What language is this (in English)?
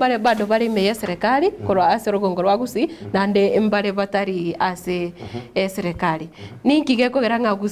Gusii